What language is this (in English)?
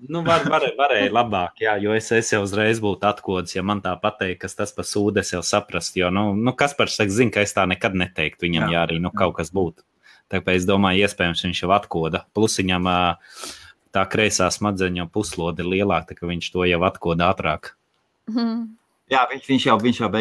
Latvian